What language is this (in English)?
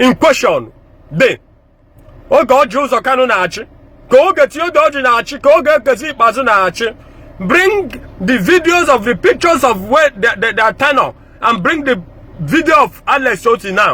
Igbo